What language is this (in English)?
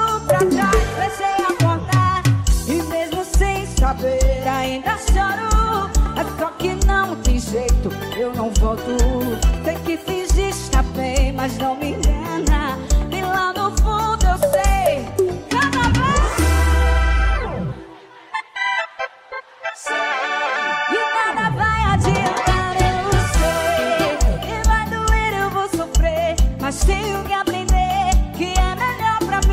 Portuguese